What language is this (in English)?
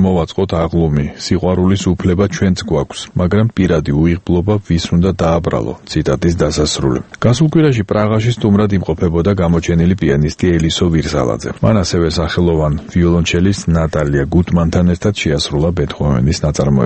Georgian